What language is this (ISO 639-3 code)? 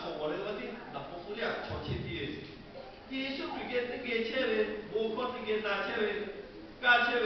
lhu